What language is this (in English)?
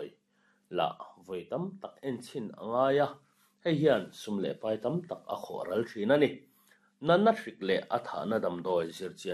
Mizo